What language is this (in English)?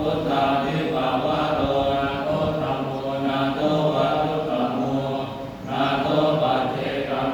Pali